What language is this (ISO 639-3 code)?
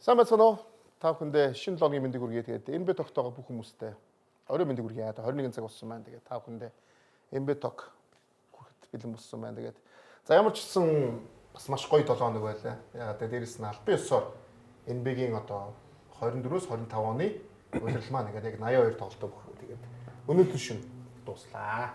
mon